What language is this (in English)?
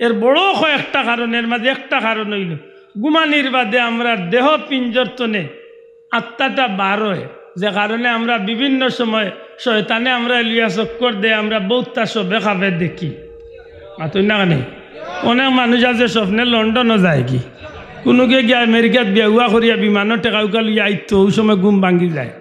Sylheti